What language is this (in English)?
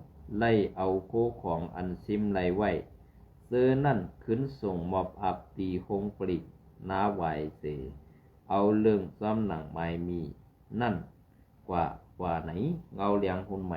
Shan